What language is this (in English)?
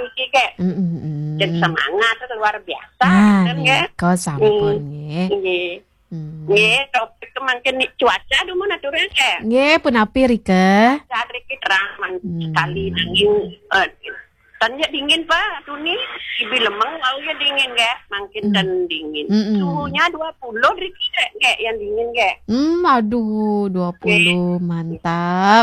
Balinese